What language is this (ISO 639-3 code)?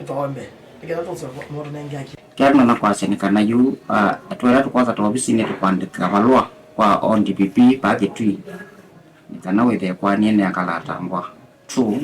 kam